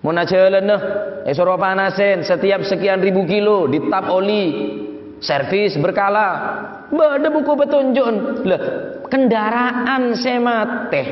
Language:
Madurese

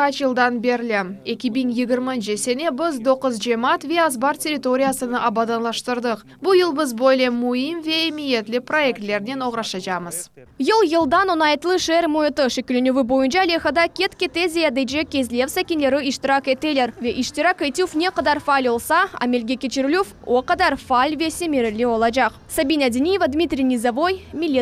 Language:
Crimean Tatar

